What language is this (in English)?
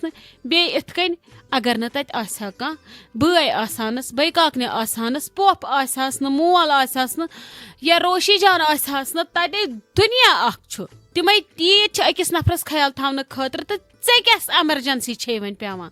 Kashmiri